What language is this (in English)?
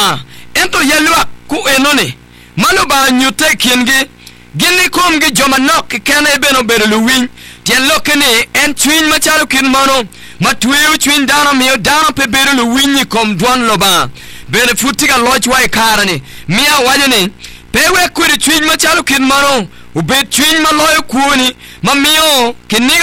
Acoli